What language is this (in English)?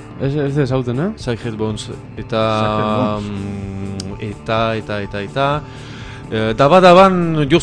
Basque